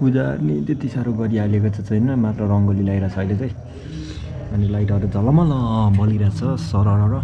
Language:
Nepali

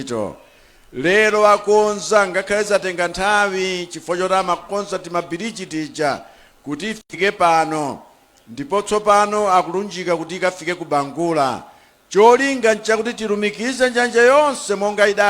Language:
Nyanja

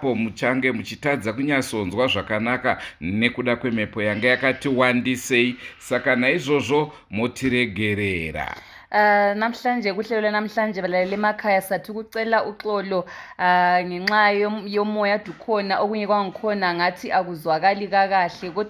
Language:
Shona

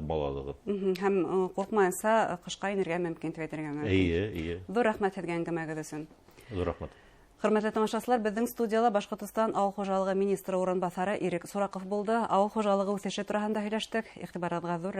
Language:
Bashkir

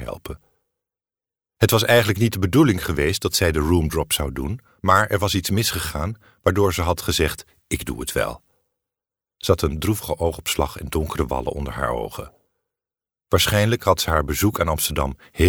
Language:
Dutch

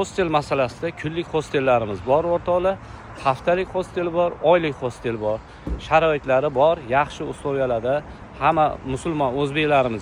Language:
Uzbek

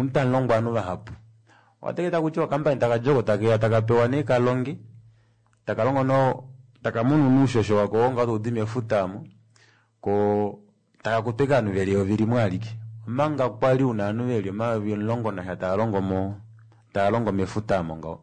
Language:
Kuanyama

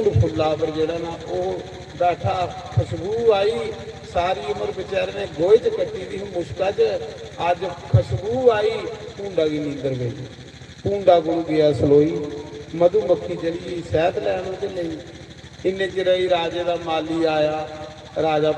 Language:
Dogri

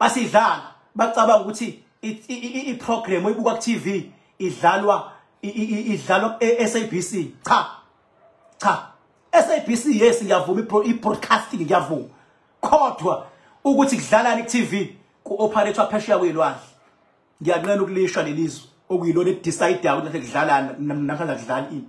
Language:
Zulu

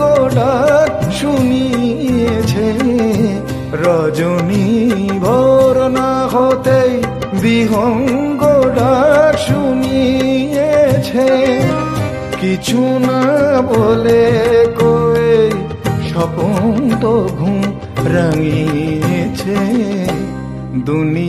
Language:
Bangla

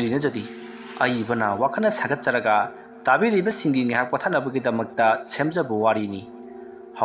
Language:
Manipuri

